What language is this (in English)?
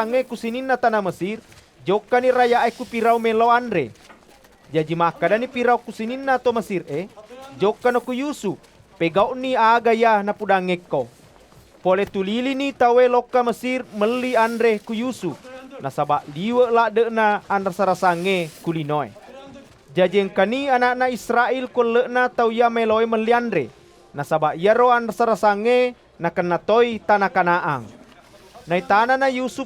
Buginese